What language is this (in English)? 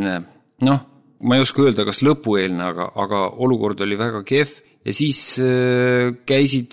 Estonian